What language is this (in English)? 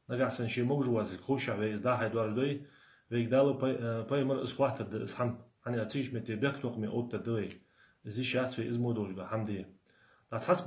Ingush